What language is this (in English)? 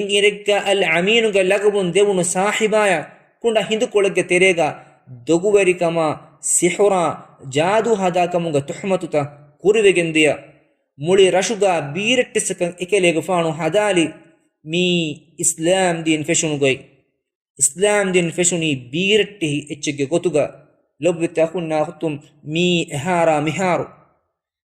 Divehi